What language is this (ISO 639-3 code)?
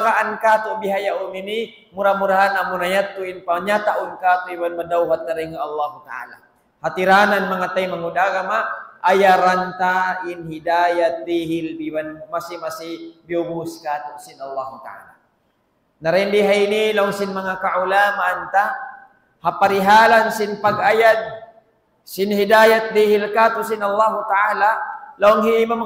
tsg